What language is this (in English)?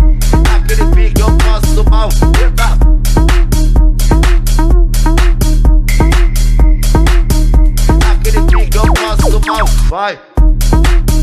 Portuguese